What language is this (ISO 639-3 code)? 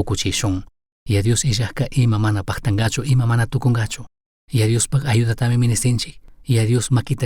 qug